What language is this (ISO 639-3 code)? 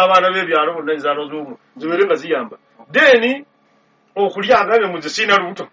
lug